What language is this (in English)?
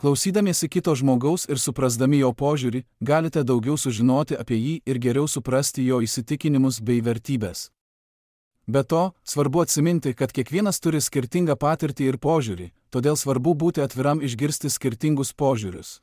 Lithuanian